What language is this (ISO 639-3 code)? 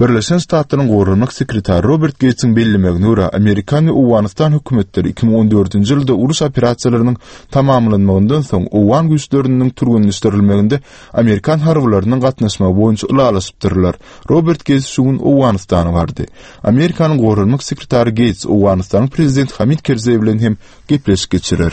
tuk